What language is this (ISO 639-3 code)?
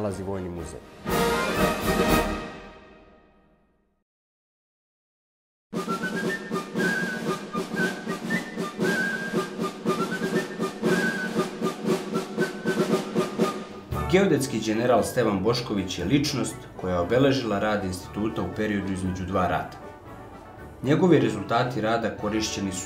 srp